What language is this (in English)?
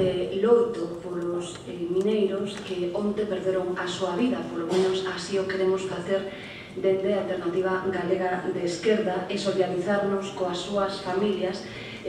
Galician